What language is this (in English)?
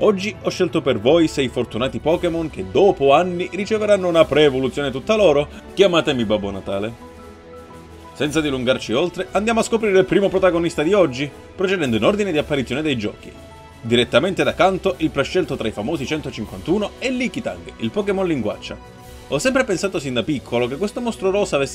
Italian